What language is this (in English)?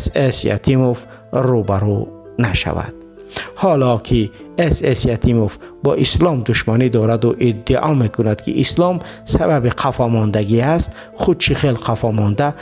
Tajik